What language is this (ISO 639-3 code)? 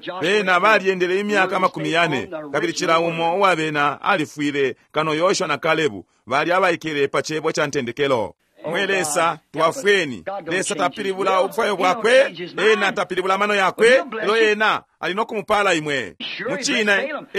bem